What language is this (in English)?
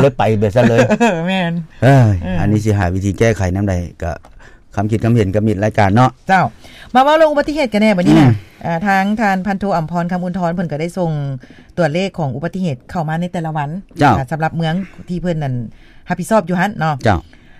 Lao